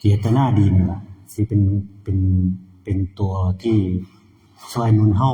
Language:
Northeastern Thai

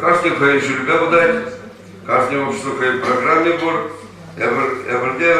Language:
Chuvash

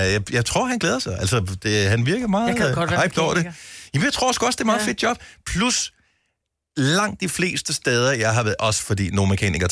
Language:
Danish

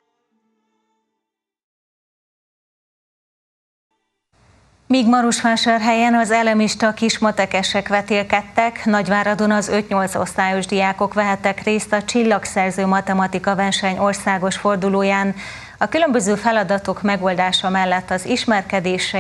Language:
Hungarian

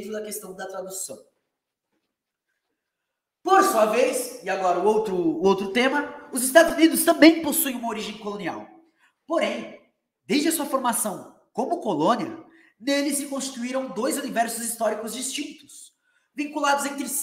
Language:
Portuguese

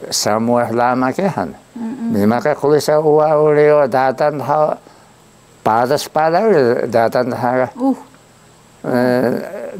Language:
Taroko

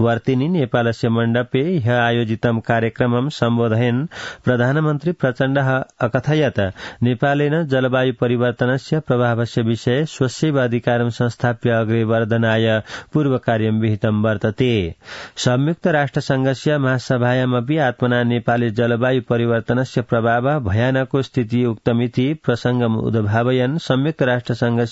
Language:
Sanskrit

